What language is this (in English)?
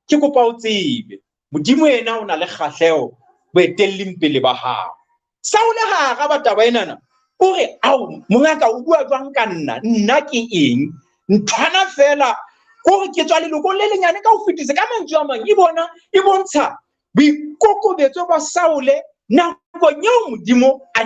Southern Sotho